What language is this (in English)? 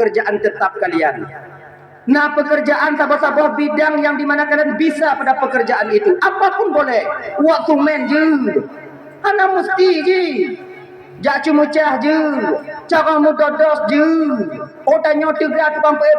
Achinese